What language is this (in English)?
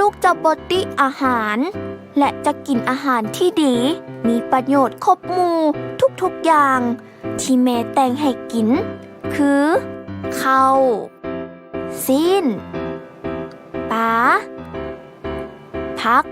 Lao